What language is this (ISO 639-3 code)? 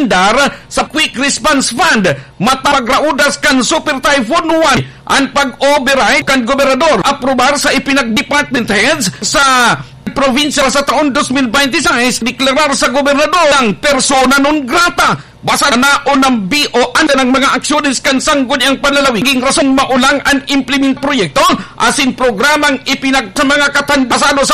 bik